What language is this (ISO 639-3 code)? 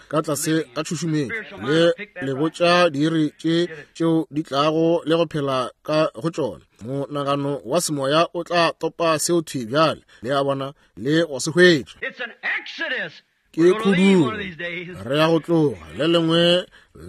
nso